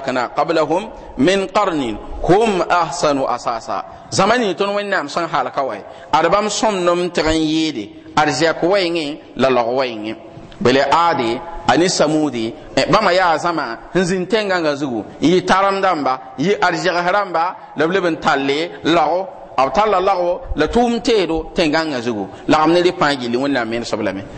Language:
Mossi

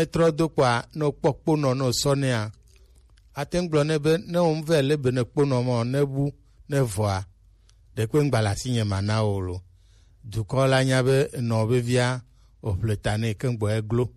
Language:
Gen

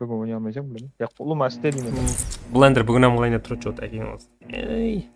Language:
Kara-Kalpak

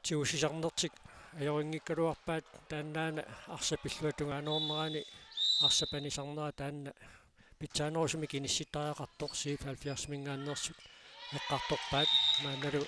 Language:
Kalaallisut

